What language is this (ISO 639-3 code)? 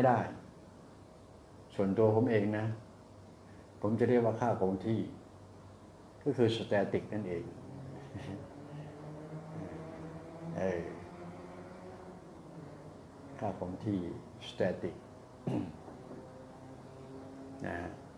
tha